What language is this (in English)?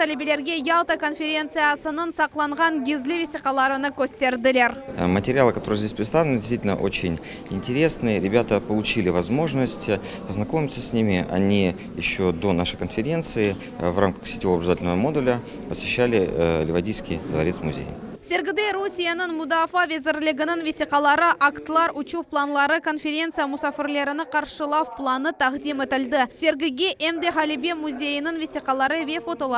Crimean Tatar